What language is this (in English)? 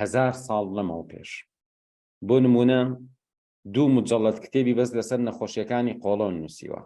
Central Kurdish